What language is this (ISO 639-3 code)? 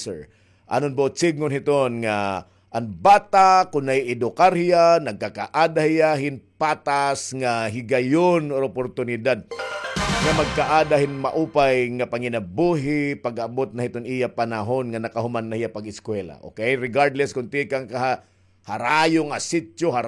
war